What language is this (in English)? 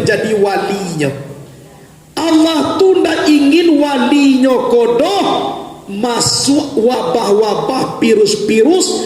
Minangkabau